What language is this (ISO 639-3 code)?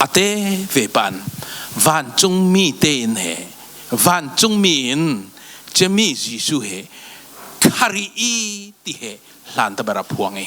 cfm